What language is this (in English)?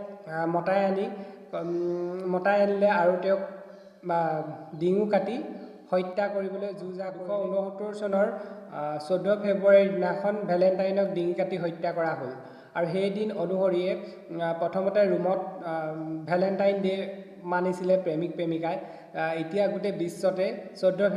Assamese